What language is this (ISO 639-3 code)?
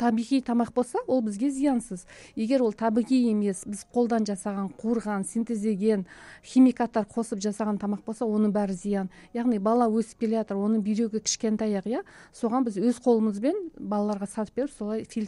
kaz